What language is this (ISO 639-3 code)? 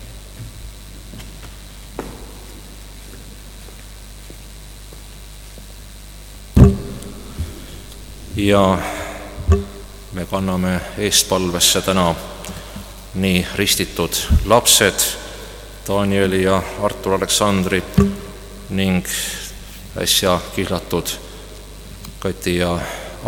est